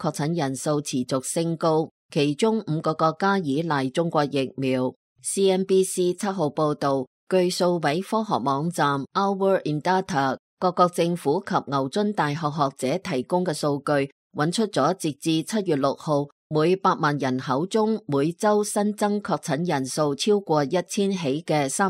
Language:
Cantonese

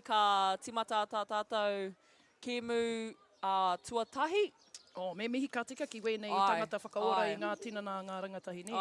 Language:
Māori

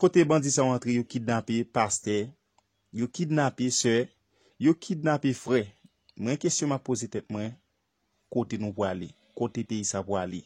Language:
Haitian Creole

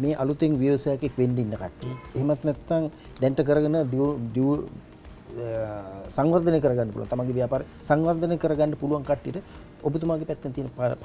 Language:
Sinhala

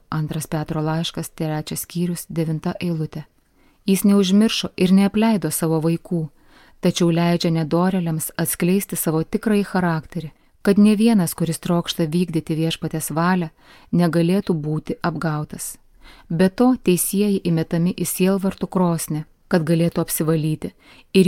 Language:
Lithuanian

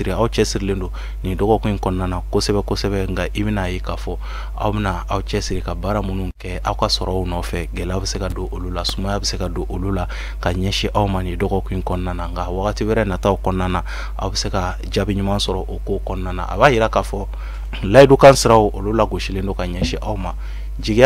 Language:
Bambara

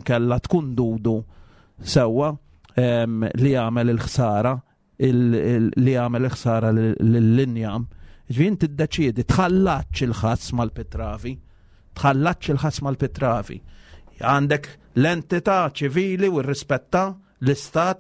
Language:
Maltese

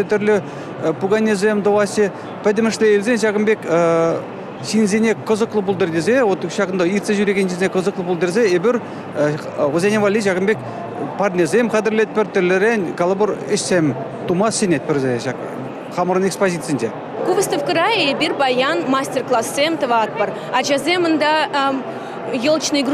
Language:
Chuvash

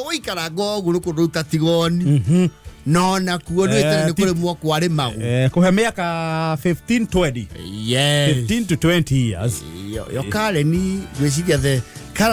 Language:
Kikuyu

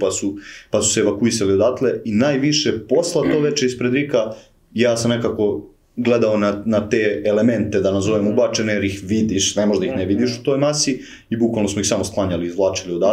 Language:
Serbian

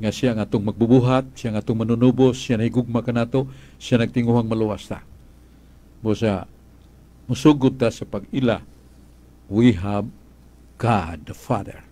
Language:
Cebuano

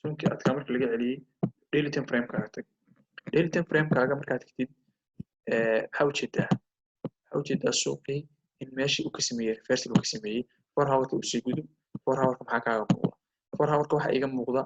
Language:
Somali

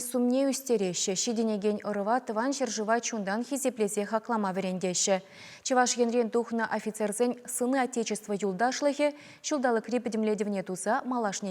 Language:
Chuvash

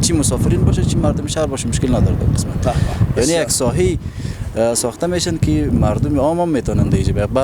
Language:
Hazaragi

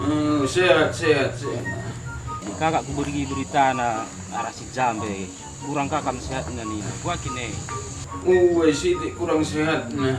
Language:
Batak Karo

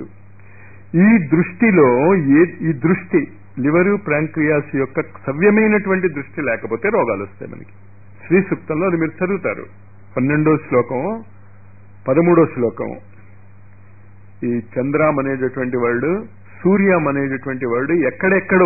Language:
Telugu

